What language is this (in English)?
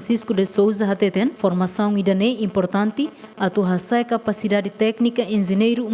Tetum